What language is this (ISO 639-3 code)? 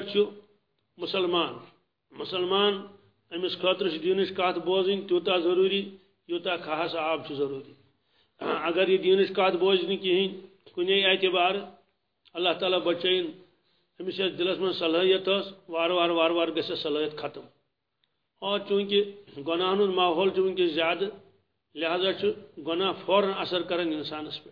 kas